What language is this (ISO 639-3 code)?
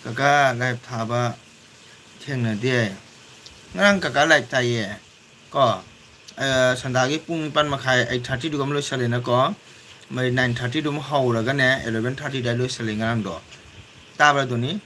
mni